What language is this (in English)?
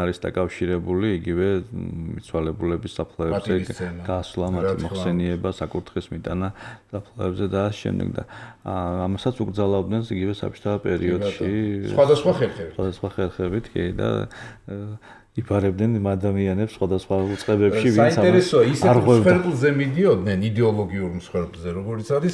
Georgian